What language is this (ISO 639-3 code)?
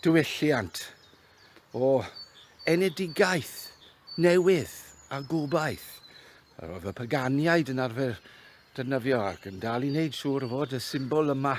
cym